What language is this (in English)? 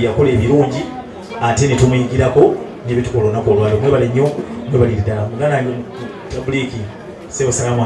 Ganda